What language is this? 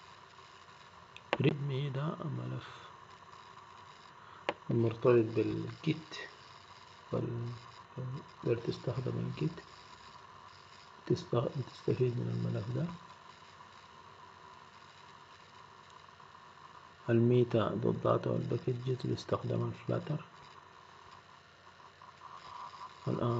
Egyptian Arabic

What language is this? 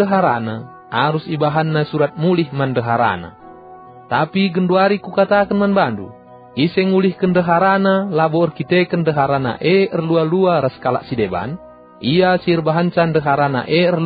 Batak Karo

